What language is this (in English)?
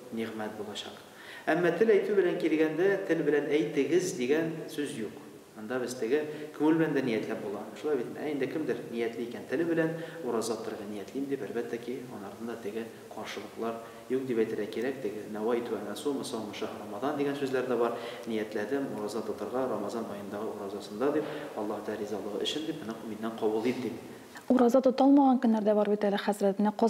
Tatar